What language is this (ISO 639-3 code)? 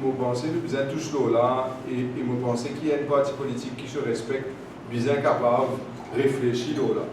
mfe